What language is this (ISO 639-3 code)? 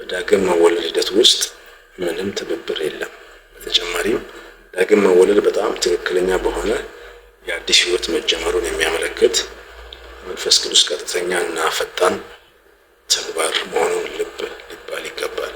amh